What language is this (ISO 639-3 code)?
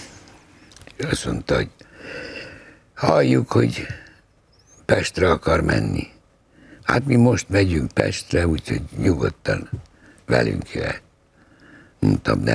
hun